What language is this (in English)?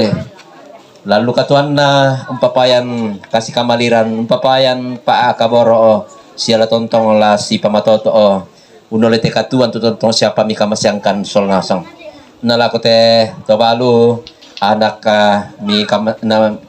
Toraja-Sa'dan